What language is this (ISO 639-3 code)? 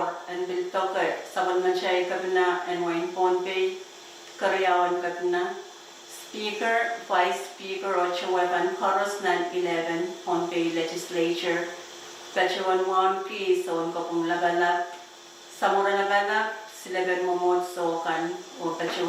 pon